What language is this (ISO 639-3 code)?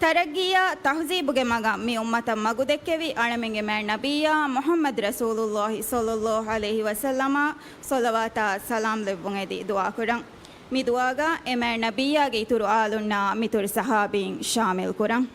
div